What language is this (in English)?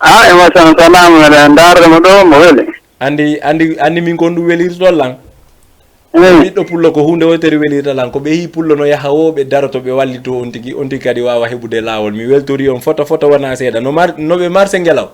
Fula